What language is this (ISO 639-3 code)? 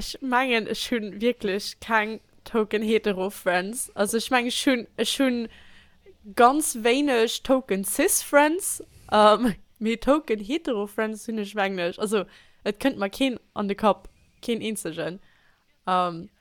ltz